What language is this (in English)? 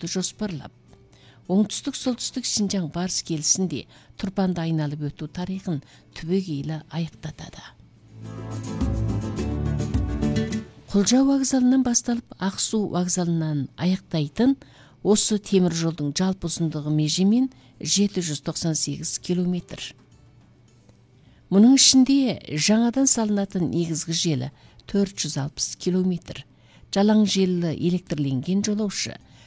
Kazakh